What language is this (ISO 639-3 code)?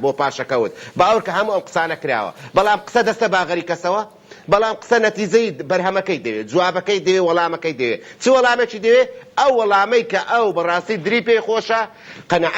ckb